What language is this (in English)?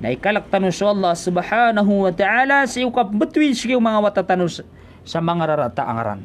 Maranao